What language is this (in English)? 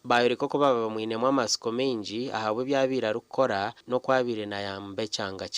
Nyankole